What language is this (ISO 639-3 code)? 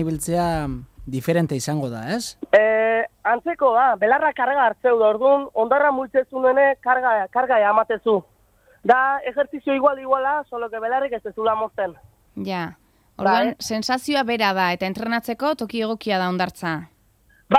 eus